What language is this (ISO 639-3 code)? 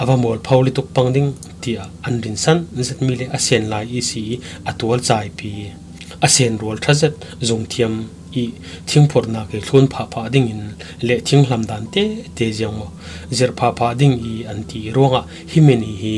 cfm